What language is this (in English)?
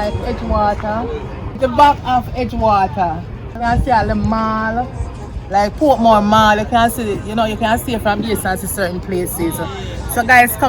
Jamaican Creole English